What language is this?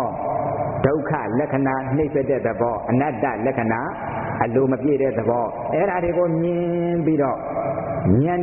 Burmese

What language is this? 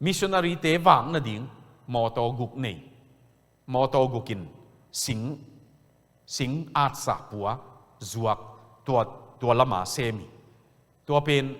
Tedim Chin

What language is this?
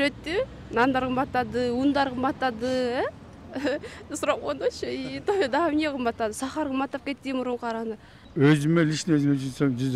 Kyrgyz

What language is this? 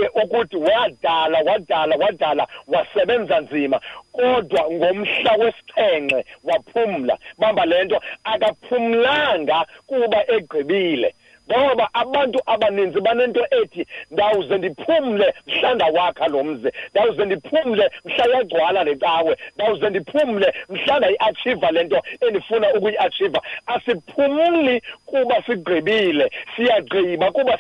Xhosa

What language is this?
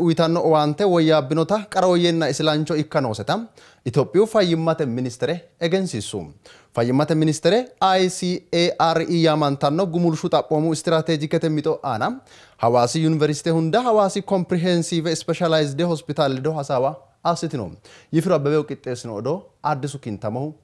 Sidamo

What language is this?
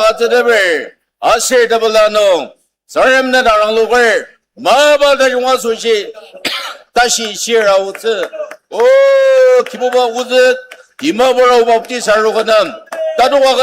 Ao Naga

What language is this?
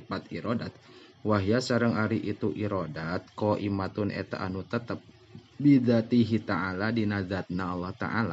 Sundanese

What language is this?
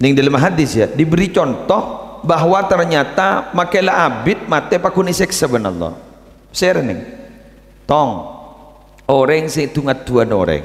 Madurese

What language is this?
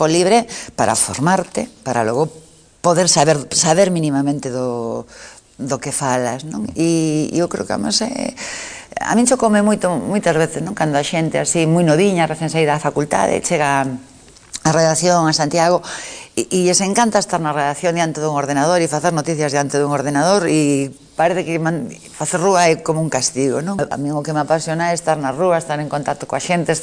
Galician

